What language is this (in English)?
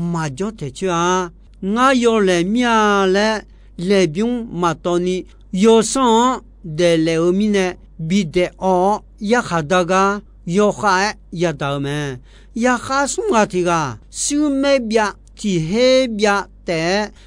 Akha